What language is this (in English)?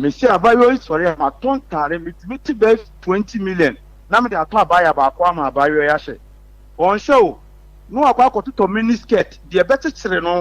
Akan